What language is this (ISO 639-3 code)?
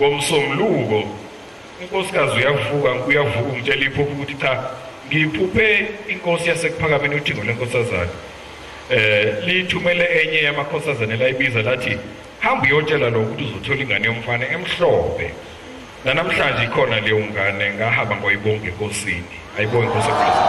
zul